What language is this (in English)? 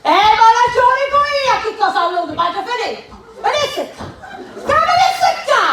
Sicilian